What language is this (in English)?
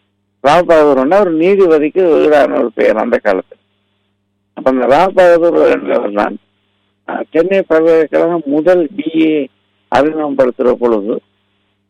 Tamil